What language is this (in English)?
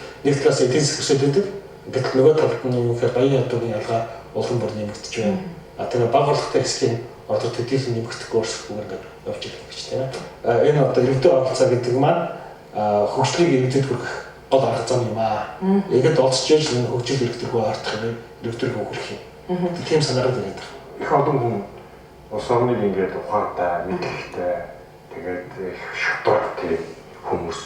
Mongolian